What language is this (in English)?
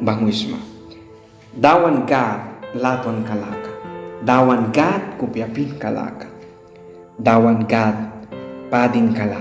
Mískito